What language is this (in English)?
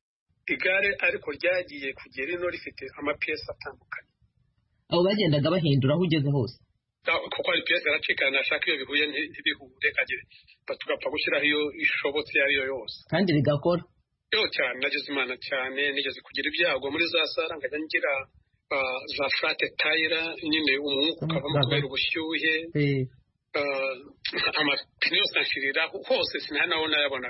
Kinyarwanda